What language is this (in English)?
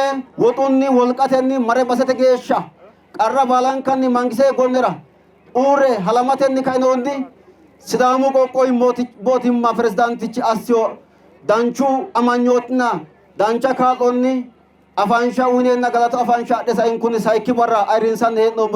Sidamo